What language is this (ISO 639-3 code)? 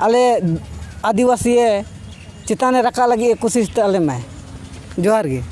sat